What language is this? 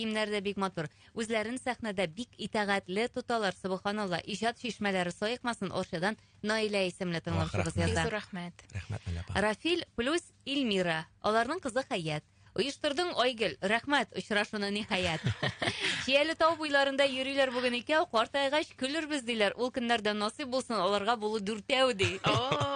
Tatar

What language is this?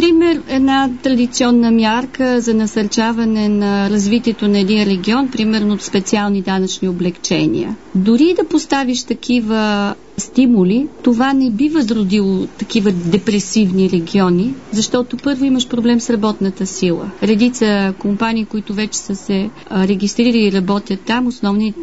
Bulgarian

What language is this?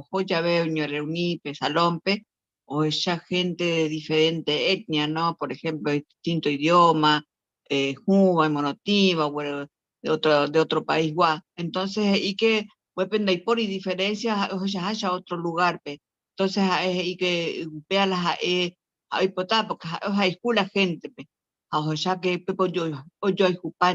Guarani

